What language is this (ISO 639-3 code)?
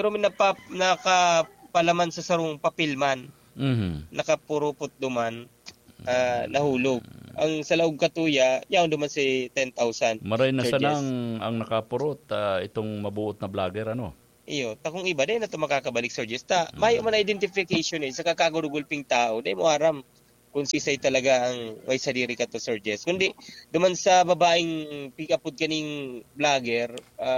bik